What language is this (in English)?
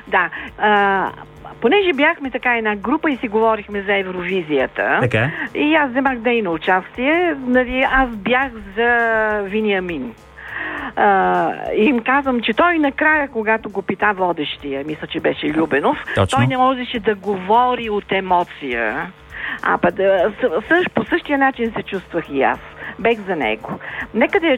Bulgarian